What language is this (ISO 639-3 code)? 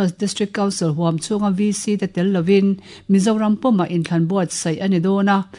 lus